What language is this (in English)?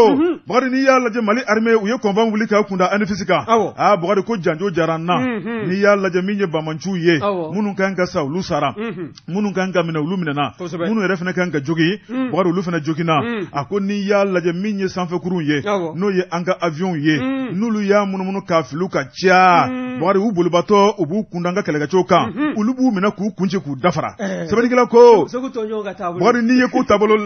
Bambara